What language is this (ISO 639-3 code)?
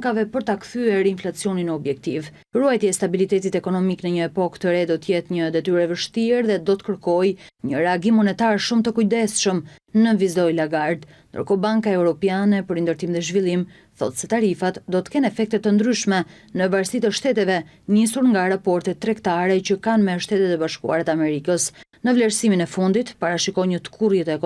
sqi